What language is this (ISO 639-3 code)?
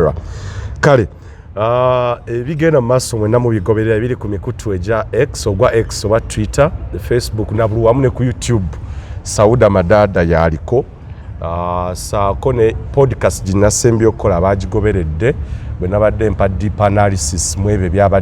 lug